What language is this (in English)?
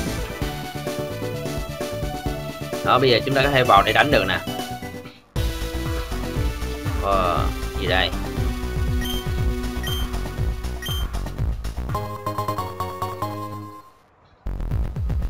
Vietnamese